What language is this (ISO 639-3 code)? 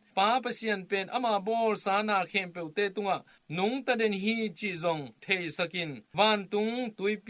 ctd